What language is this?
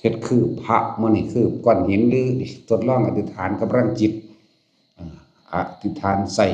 Northeastern Thai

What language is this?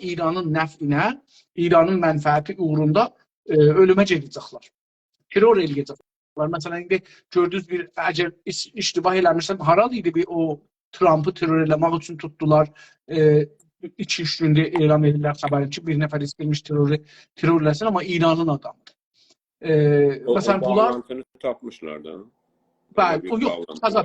South Azerbaijani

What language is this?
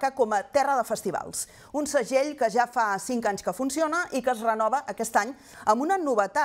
Catalan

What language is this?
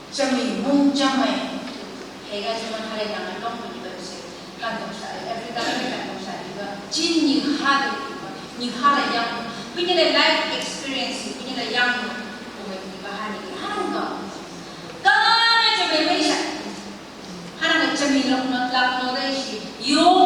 Phom Naga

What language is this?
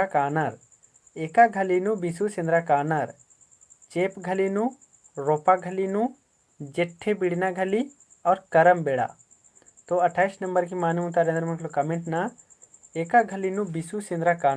Kurukh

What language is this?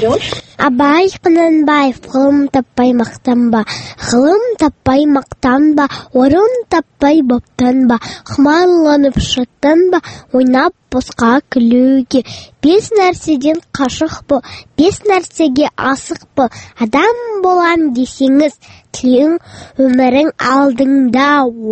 Kazakh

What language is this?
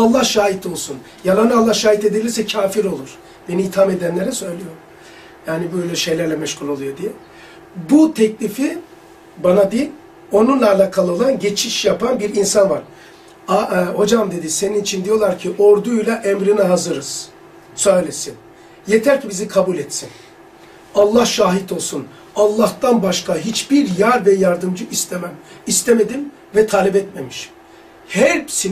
Turkish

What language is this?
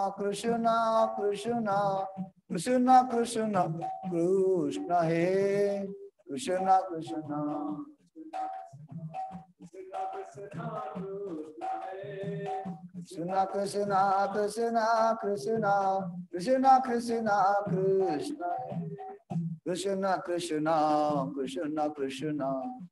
Odia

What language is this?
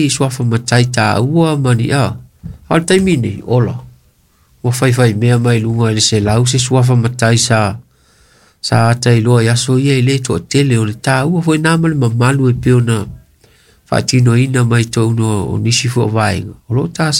Samoan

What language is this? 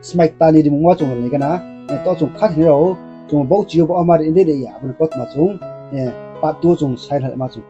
Riang (India)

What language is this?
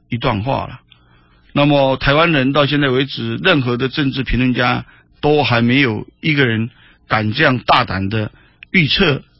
Chinese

